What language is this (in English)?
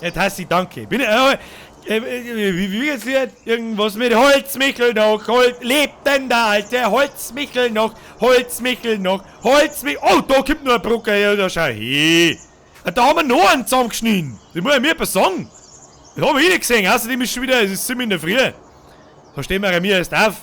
Bavarian